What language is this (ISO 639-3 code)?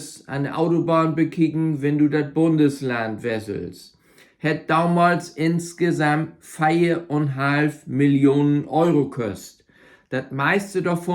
nds